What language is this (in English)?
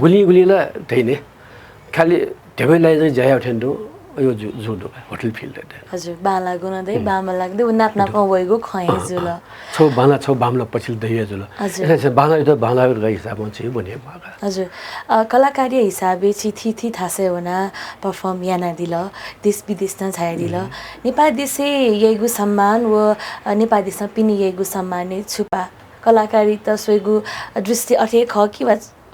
Newari